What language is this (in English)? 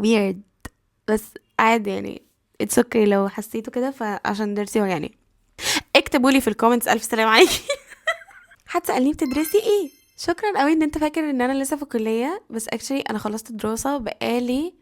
Egyptian Arabic